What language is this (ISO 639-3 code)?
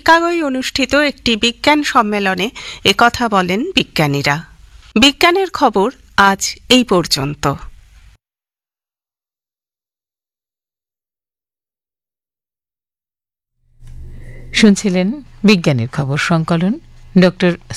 ben